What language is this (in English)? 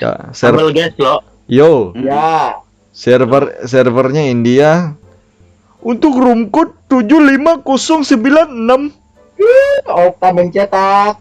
Banjar